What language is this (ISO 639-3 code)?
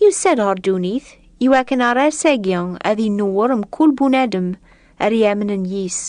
kab